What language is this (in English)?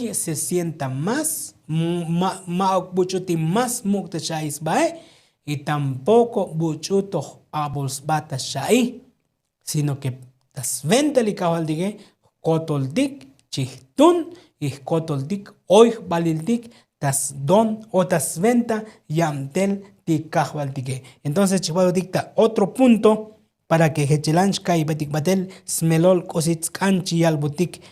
Tzotzil